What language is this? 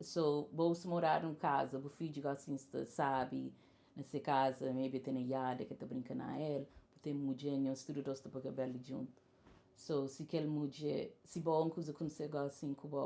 Kabuverdianu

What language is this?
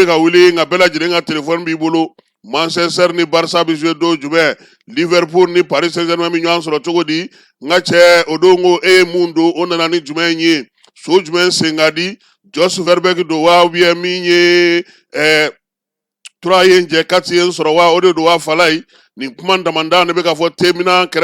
Bambara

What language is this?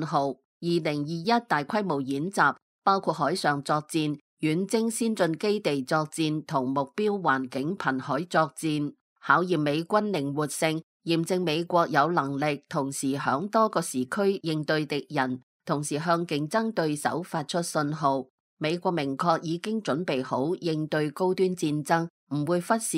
Cantonese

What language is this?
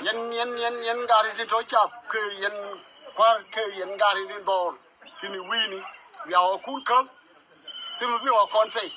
Nuer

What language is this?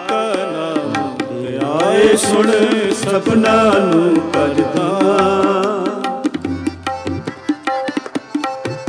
Punjabi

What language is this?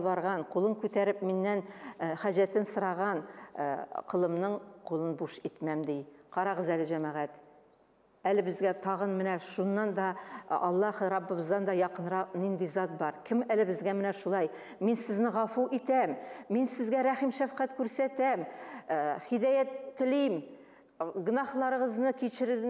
Tatar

